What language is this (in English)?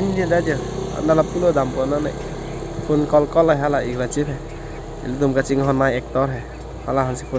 Karbi